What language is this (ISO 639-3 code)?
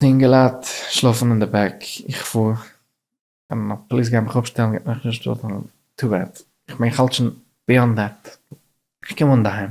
yid